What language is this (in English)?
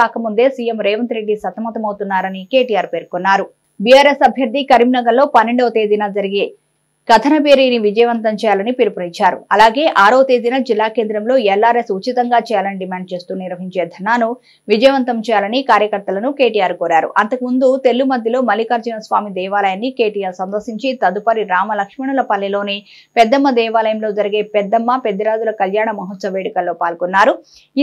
Telugu